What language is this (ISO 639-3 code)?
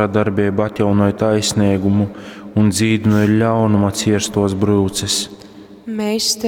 ltg